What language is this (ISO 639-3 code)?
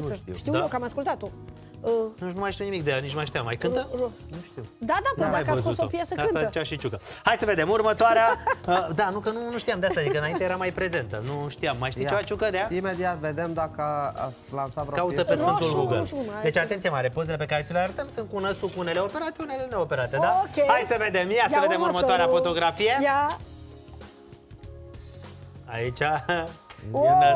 ron